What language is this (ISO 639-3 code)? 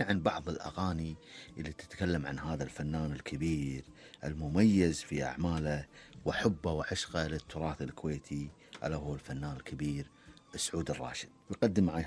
afb